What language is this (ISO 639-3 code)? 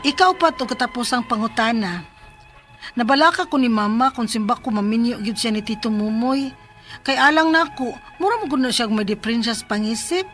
ceb